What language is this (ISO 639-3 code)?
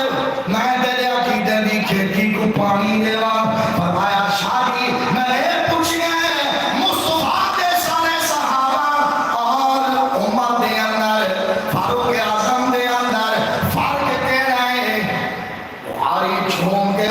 skr